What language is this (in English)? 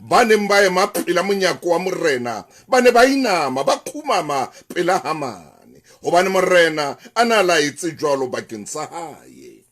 Southern Sotho